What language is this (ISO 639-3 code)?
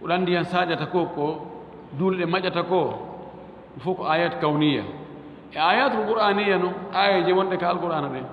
ful